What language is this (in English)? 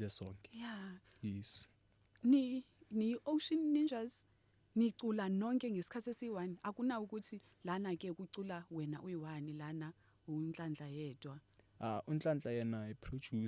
Zulu